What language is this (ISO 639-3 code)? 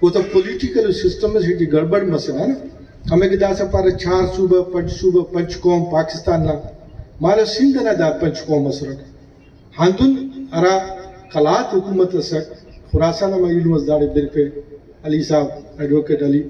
brh